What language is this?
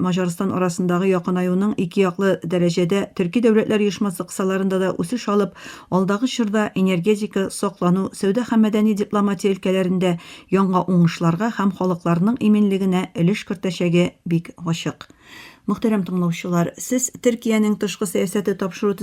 Tatar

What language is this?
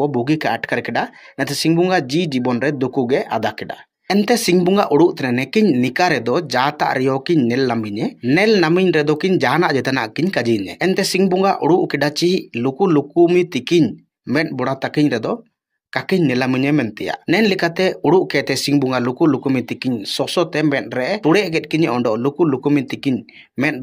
Ho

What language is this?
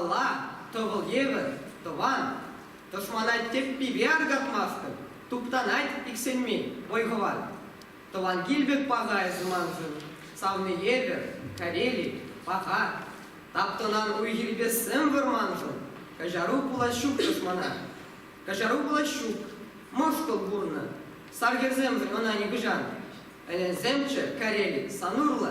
Chuvash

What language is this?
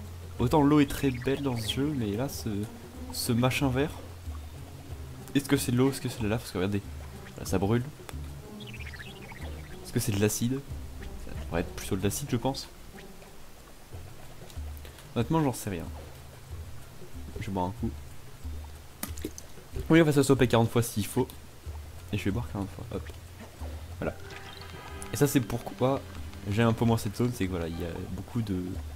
French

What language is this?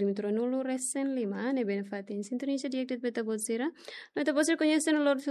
Tetum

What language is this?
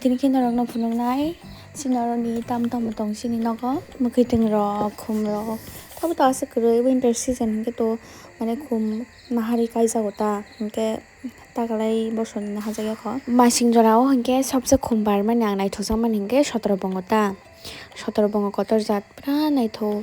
Kok Borok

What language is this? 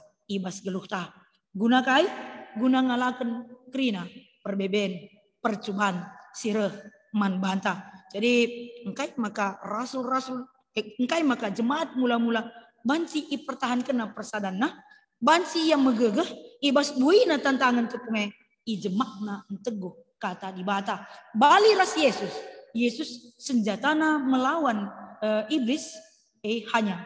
Batak Karo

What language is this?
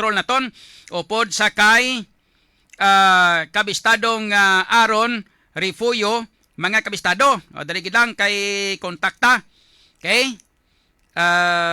Hiligaynon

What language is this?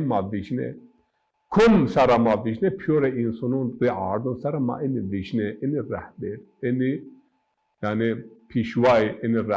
Zaza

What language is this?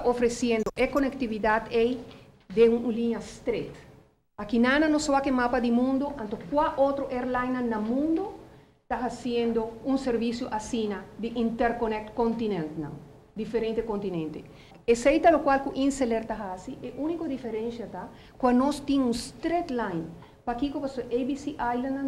Papiamento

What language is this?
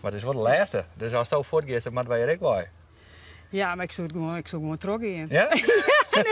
Western Frisian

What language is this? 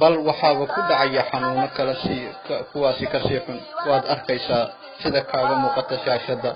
Somali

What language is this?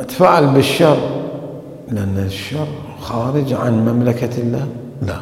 Mesopotamian Arabic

